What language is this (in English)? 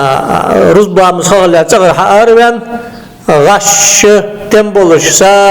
Ingush